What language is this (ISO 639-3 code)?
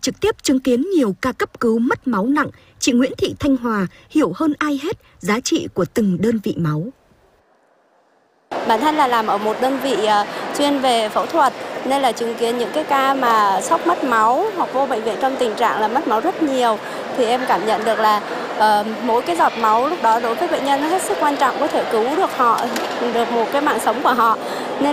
vie